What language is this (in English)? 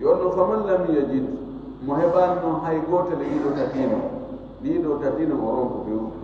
Fula